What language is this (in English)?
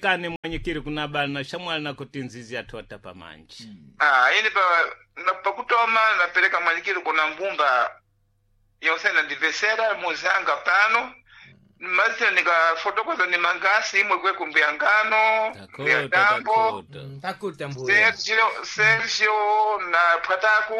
Sena